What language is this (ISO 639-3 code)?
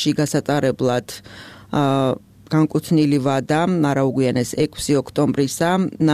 kat